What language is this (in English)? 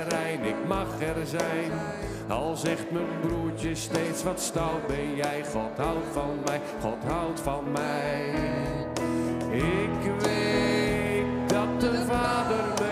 Dutch